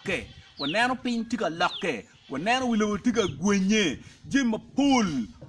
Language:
Acoli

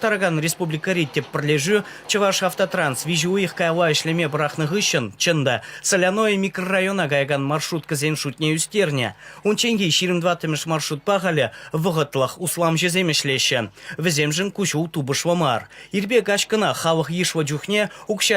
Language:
Chuvash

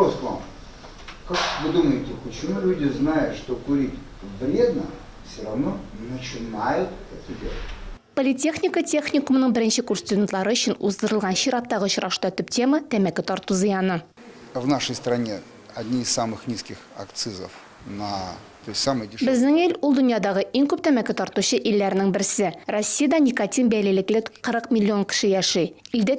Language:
Tatar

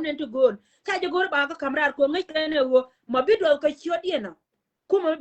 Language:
Nuer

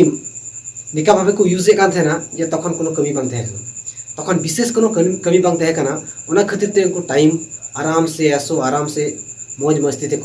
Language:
Santali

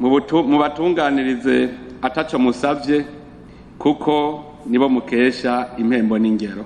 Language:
Rundi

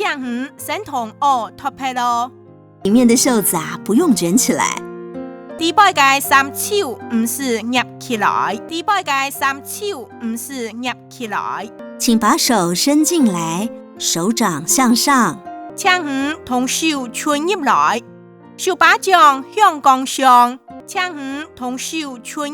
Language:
Hakka Chinese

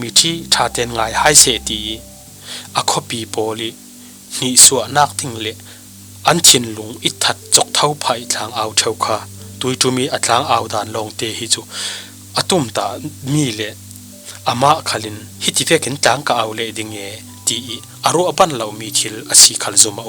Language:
Falam Chin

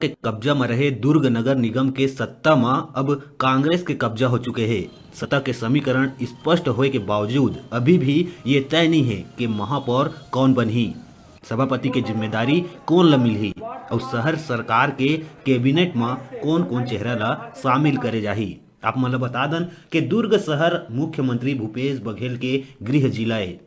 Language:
Chhattisgarhi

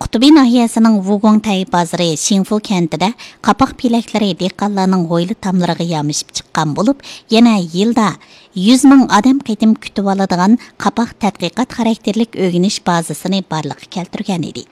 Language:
Uyghur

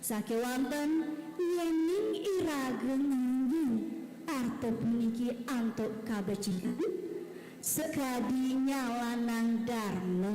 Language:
Balinese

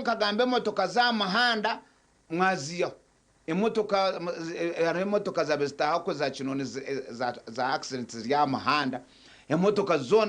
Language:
Nyankole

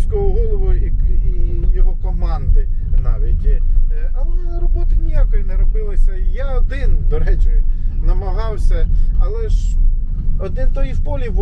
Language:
Ukrainian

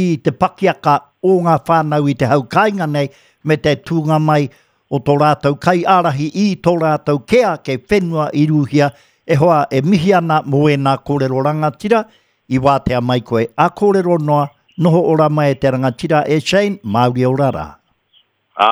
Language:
Māori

